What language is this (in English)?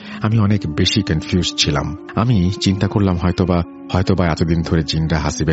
Bangla